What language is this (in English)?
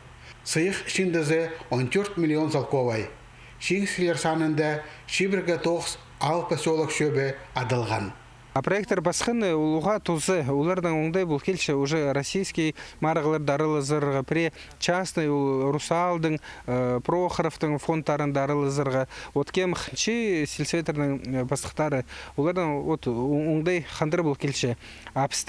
Khakas